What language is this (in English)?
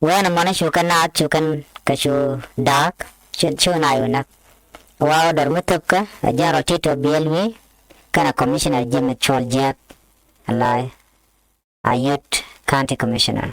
Nuer